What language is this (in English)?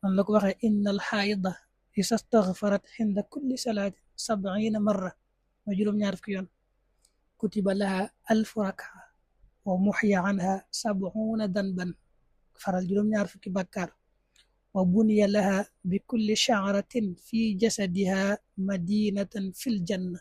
Wolof